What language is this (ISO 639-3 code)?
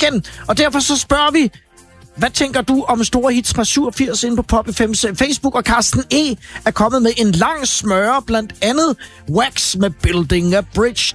dan